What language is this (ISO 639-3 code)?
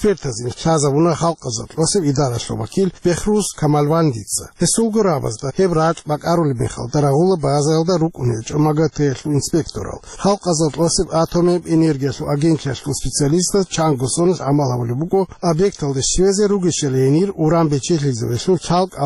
ava